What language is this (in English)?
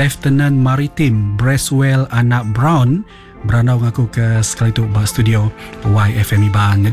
Iban